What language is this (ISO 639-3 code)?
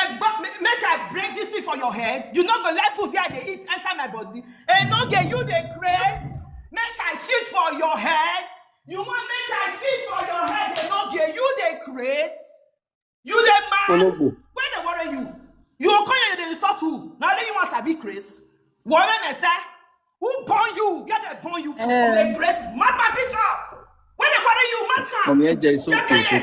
pcm